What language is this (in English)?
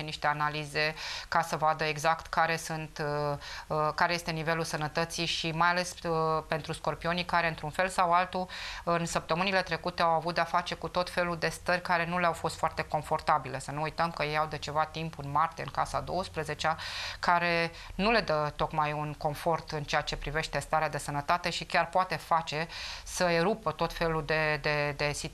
Romanian